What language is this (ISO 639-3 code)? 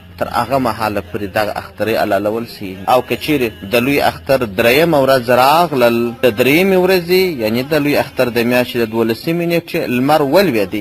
pus